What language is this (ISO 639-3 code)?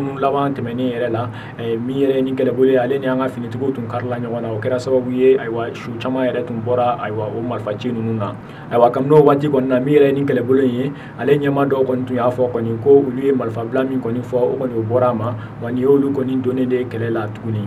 bam